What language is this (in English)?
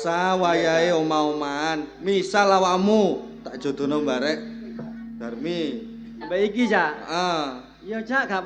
Javanese